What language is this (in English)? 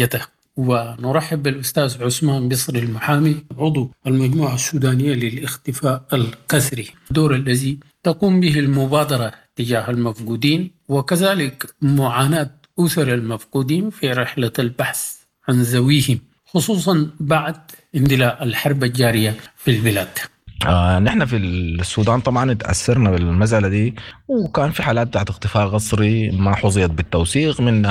Sudanese Arabic